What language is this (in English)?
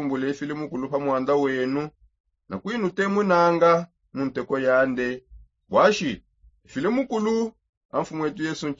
Songe